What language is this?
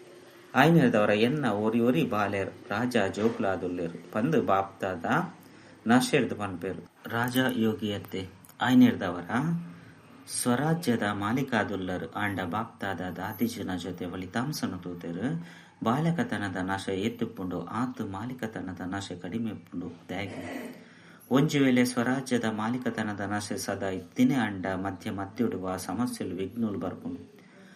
Tulu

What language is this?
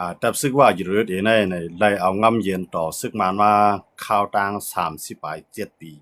Shan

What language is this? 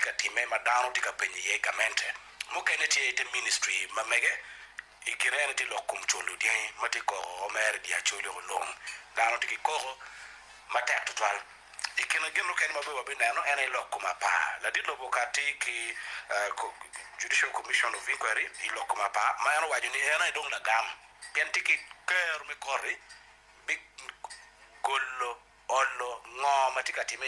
Acoli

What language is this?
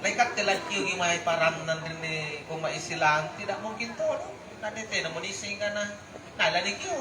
Makasar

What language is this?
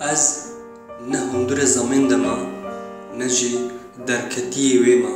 Kurdish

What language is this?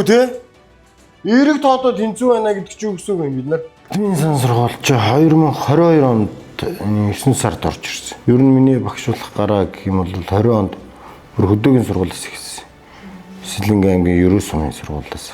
Mongolian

